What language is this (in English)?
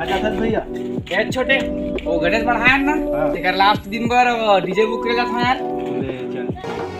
Chhattisgarhi